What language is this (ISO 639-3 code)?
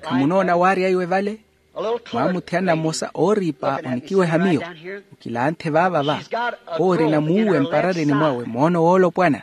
vmw